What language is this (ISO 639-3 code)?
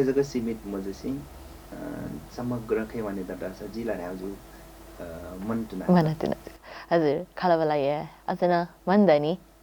new